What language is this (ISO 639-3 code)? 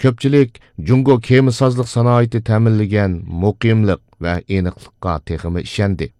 uig